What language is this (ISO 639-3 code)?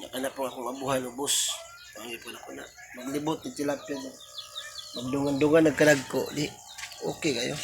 ceb